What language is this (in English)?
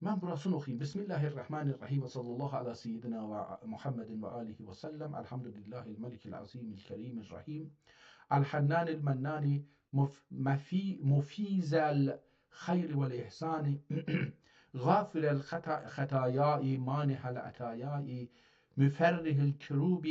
South Azerbaijani